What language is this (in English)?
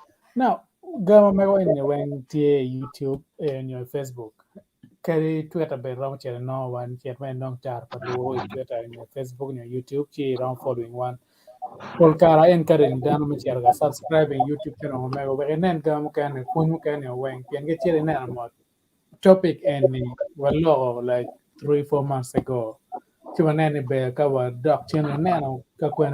Acoli